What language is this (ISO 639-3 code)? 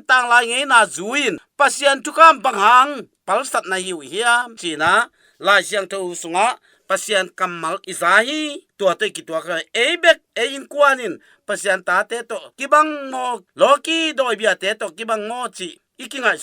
ctd